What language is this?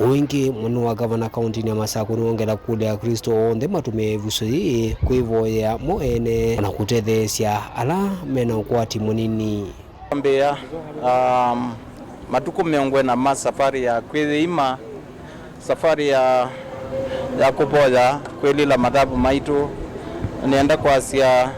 Kamba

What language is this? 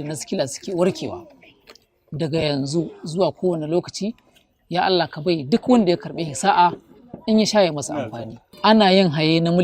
Hausa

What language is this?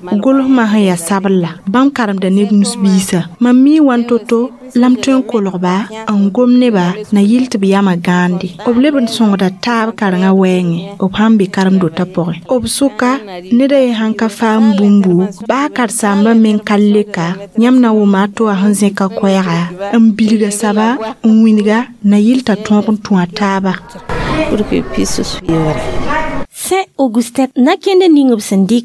Mossi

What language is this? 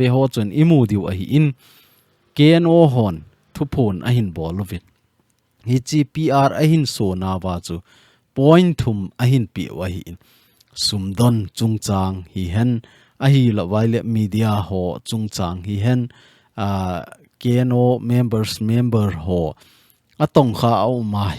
Thado Chin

